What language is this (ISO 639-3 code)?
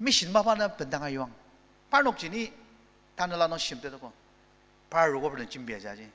njo